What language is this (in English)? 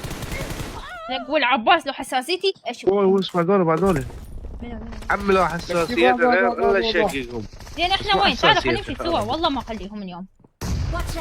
Mesopotamian Arabic